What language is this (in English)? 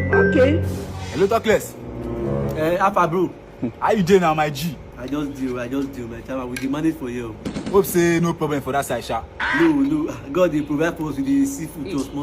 Nigerian Pidgin